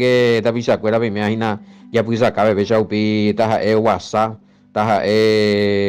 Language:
Guarani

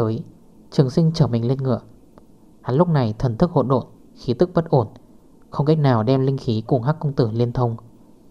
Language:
Vietnamese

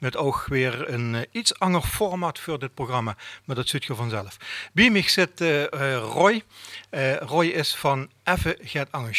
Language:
Limburgish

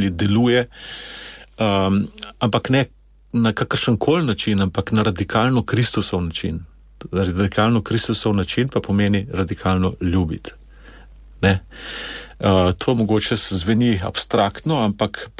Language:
Slovenian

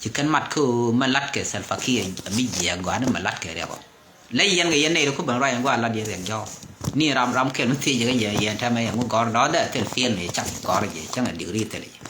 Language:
Nuer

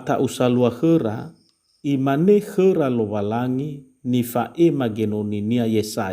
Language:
Nias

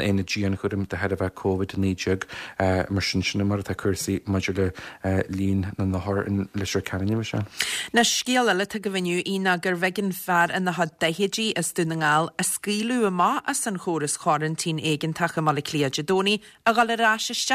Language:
Irish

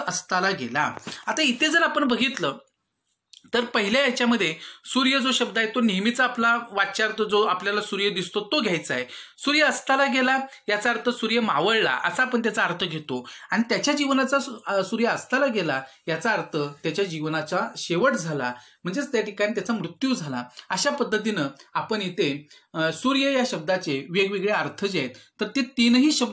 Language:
Marathi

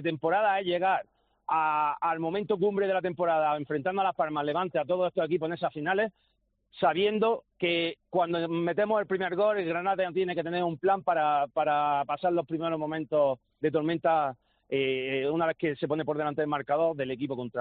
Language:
Spanish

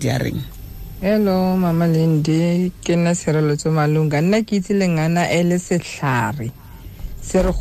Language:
Tswana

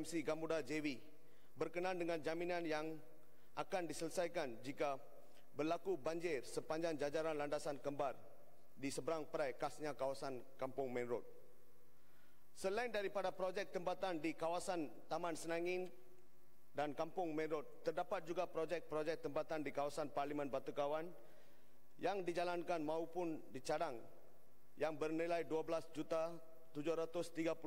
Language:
Malay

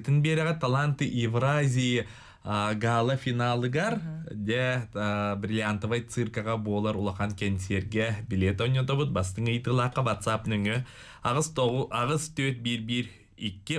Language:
Yakut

